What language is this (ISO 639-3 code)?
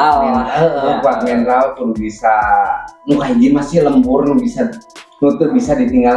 sun